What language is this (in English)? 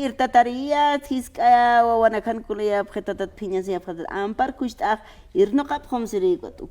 Aymara